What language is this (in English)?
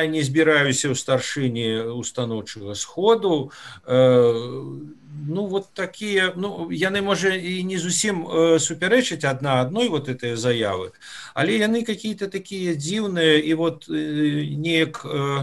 Belarusian